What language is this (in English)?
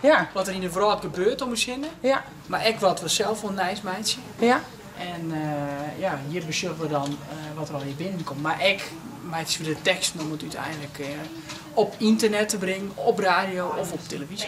Western Frisian